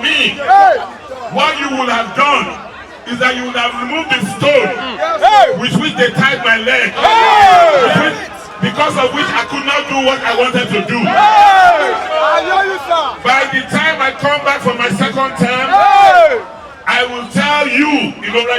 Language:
Nigerian Pidgin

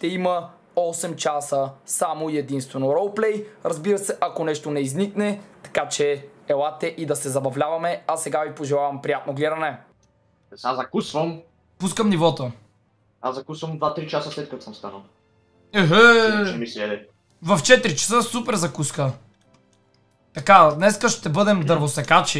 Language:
Bulgarian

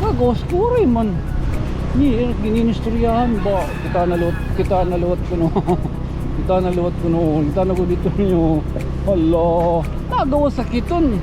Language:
Waray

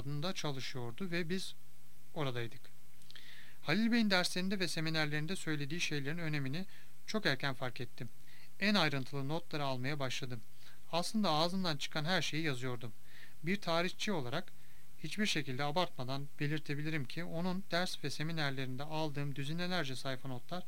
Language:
Turkish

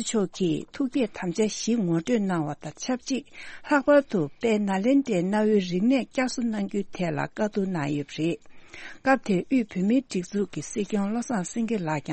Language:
Tibetan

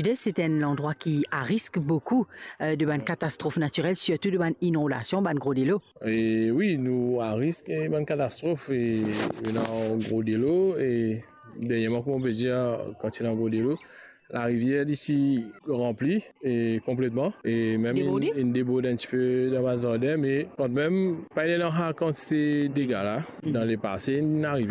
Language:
Morisyen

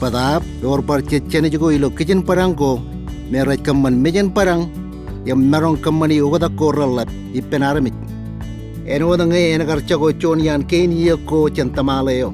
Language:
Marshallese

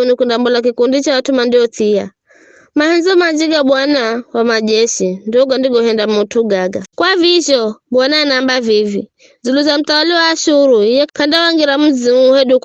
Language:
Giryama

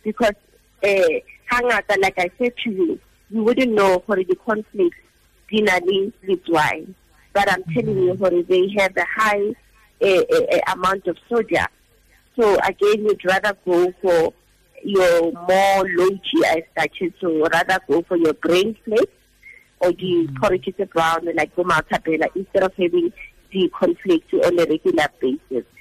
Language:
Tswana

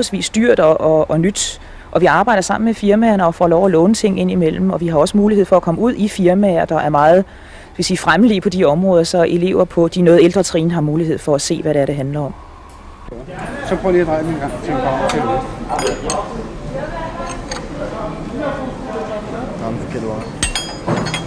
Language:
Danish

